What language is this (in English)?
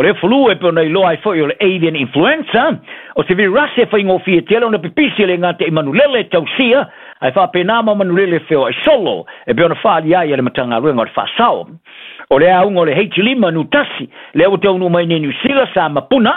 Samoan